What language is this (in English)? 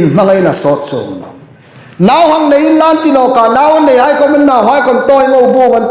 Hmar